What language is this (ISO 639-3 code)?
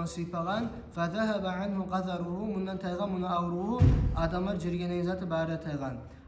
kum